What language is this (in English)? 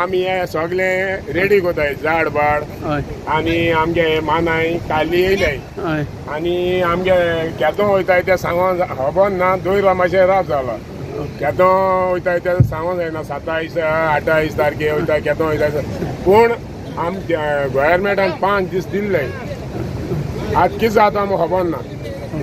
Konkani